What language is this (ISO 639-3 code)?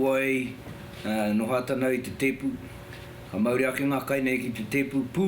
mri